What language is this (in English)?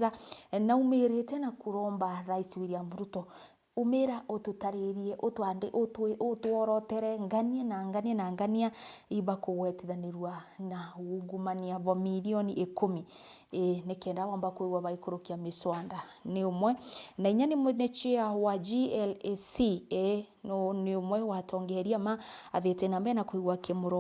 Meru